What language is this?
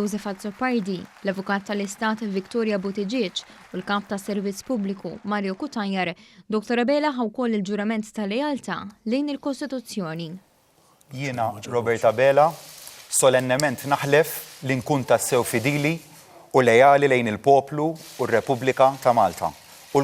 Maltese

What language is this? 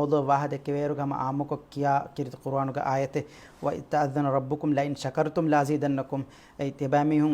Divehi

